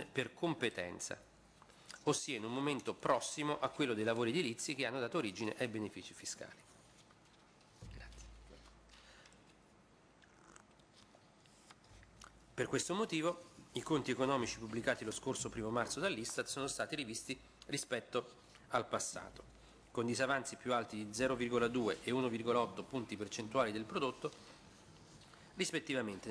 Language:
Italian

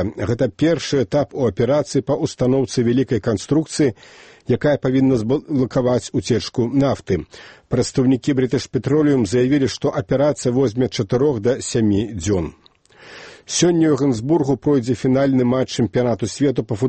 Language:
Belarusian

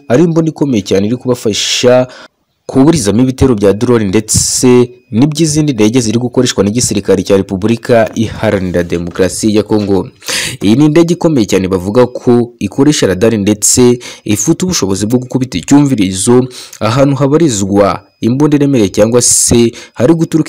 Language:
Kinyarwanda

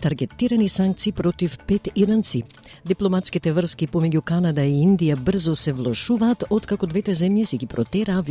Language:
Macedonian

